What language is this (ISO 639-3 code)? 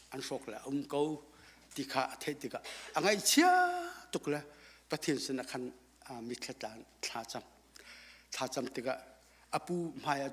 cnh